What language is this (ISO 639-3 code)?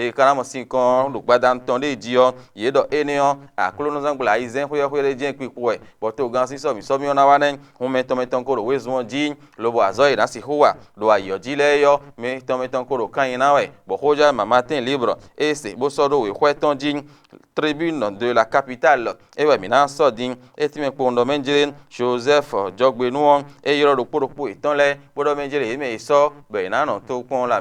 fon